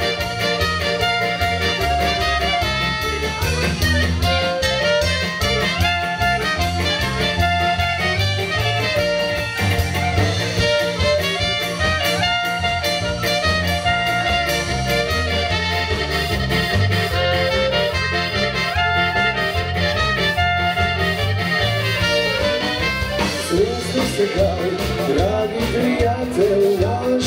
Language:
Croatian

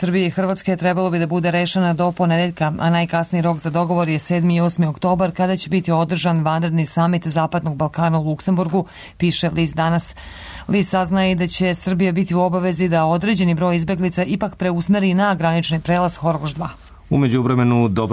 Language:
Serbian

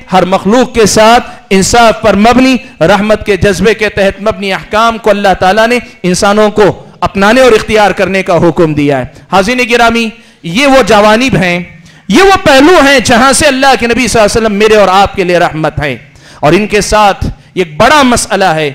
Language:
Urdu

